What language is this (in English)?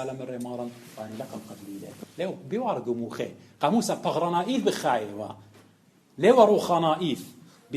Assyrian Neo-Aramaic